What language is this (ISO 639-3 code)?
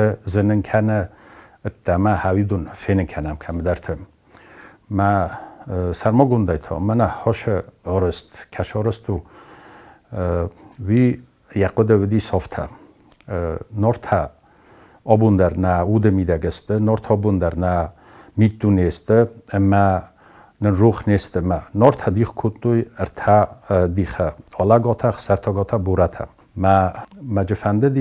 oss